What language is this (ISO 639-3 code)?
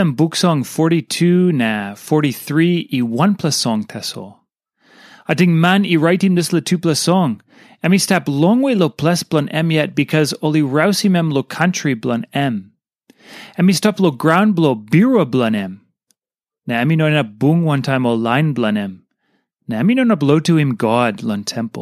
tpi